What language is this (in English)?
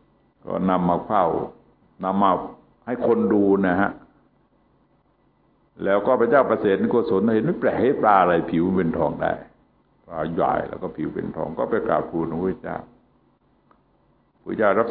Thai